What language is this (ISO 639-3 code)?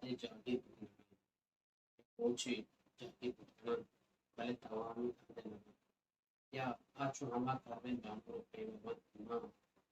bal